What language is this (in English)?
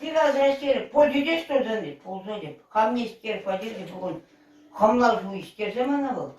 Chuvash